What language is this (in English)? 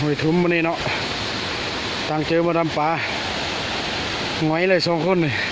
Lao